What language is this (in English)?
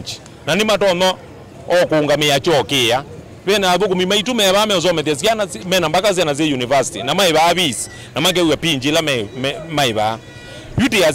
Kamba